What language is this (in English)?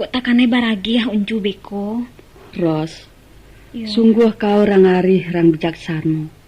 Minangkabau